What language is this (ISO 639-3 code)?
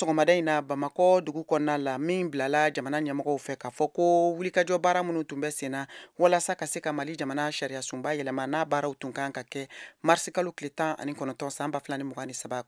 bam